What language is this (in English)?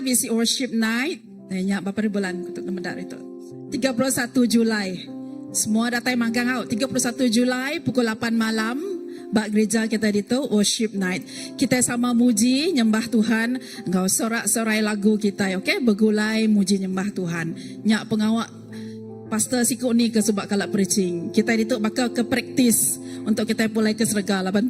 Iban